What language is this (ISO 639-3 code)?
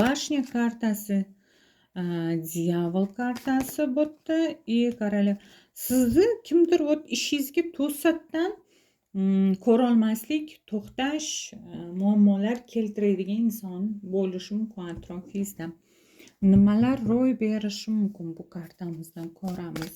uzb